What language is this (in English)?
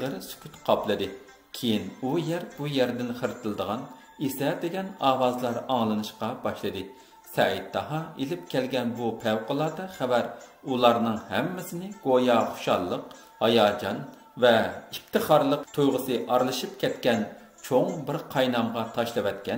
Uyghur